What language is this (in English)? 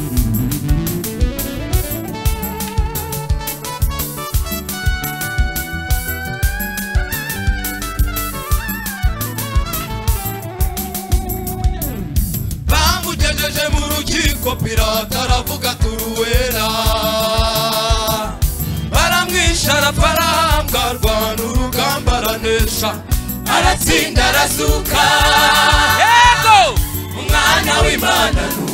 Kinyarwanda